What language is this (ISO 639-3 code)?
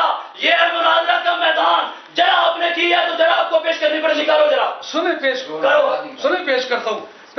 urd